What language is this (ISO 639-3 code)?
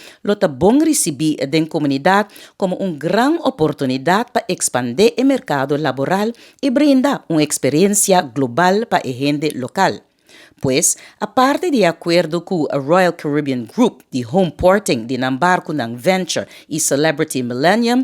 pap